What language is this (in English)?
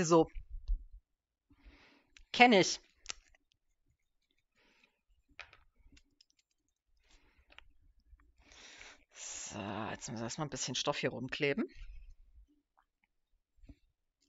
German